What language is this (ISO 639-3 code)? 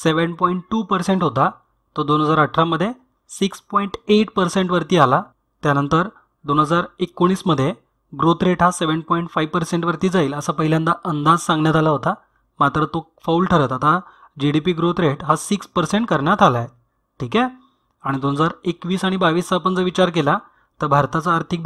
mar